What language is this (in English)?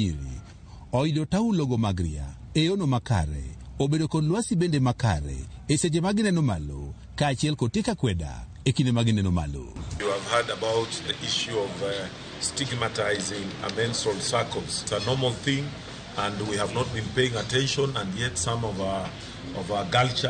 Luo (Kenya and Tanzania)